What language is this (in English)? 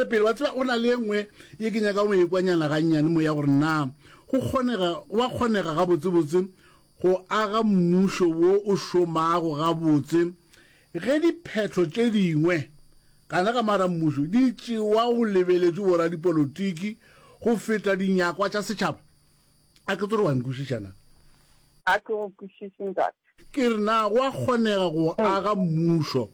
Northern Sotho